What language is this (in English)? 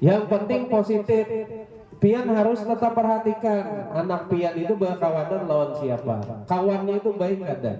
Banjar